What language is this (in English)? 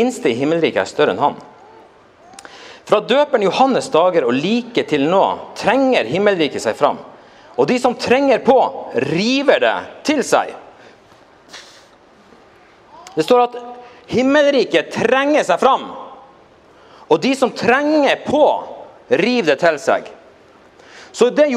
Norwegian